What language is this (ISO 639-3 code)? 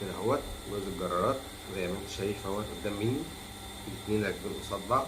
arz